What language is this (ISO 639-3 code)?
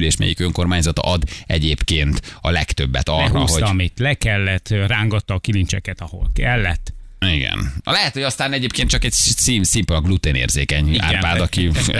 hun